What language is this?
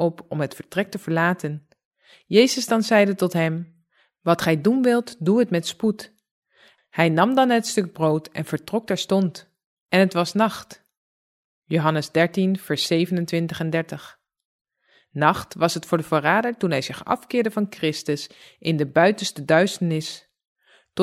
Dutch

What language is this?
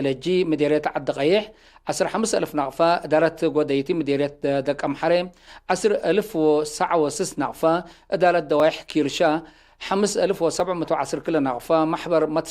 Tigre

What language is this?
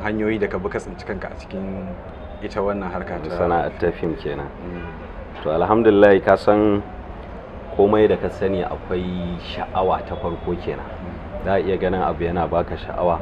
Hausa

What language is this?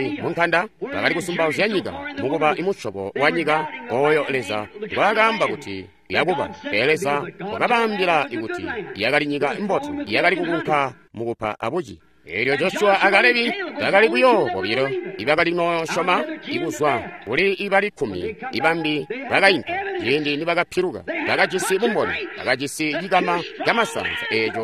Tonga (Zambia)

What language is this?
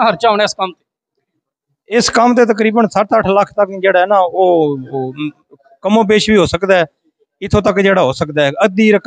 Punjabi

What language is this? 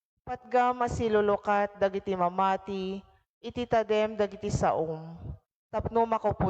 Iloko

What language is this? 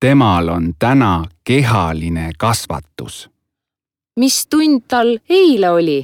Estonian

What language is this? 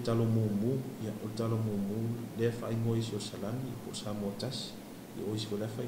Samoan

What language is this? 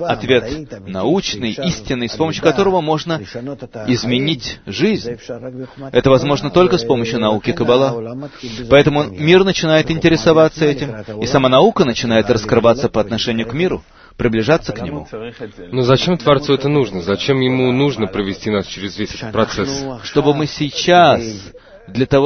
Russian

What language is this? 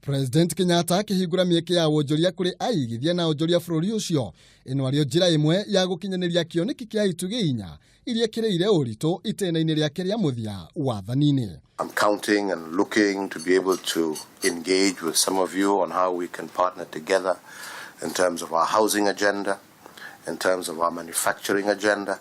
Kikuyu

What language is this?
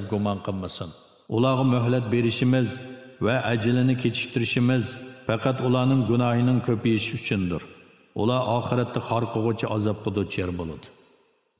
Uyghur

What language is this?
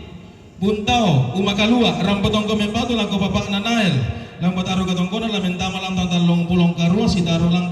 Toraja-Sa'dan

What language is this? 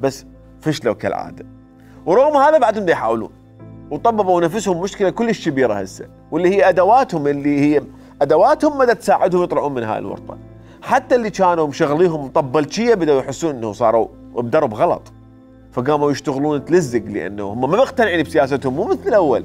Mesopotamian Arabic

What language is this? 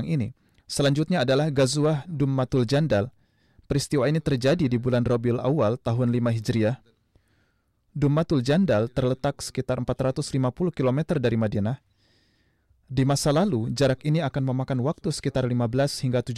Indonesian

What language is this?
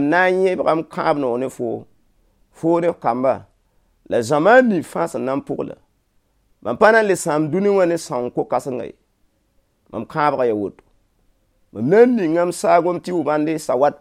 Mossi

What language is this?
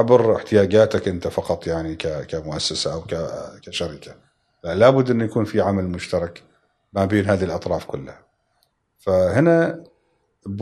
Gulf Arabic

